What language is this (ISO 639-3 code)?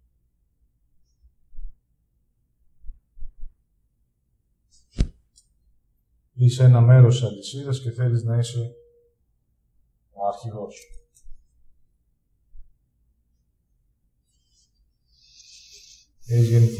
ell